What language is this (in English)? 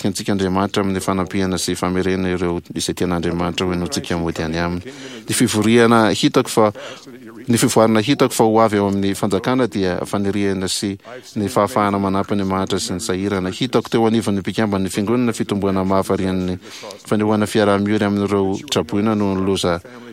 Malagasy